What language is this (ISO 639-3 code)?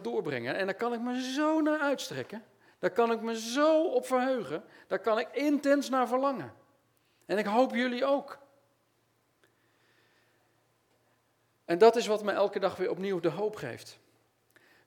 nld